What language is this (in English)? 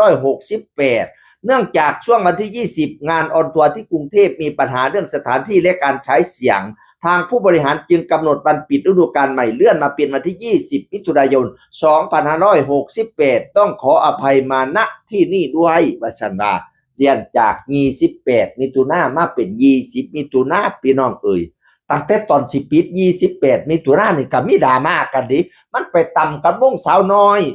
Northeastern Thai